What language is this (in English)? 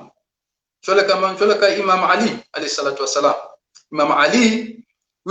Southern Sotho